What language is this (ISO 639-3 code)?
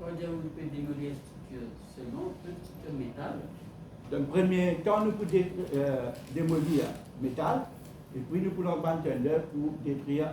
mfe